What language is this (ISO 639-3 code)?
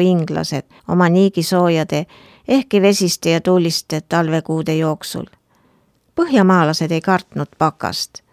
est